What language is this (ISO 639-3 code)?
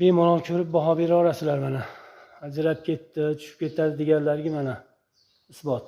uzb